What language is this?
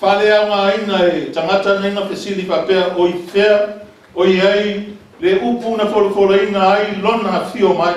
Samoan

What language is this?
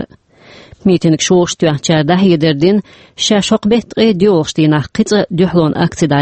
Chechen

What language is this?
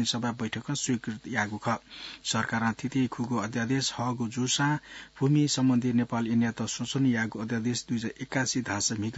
Newari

